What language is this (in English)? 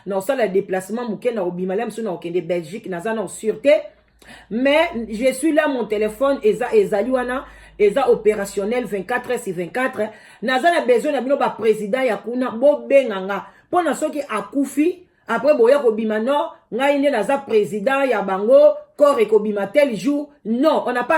Lingala